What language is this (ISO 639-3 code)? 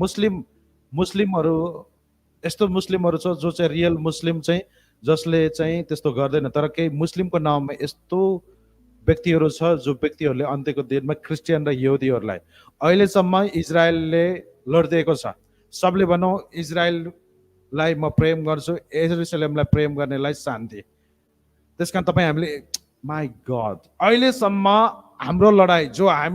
nep